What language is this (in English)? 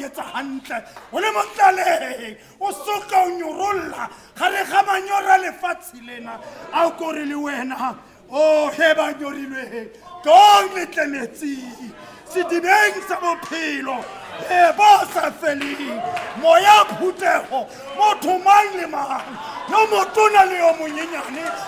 Tswana